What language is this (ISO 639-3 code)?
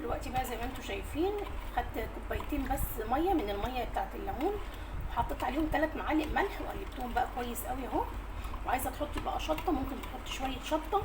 arz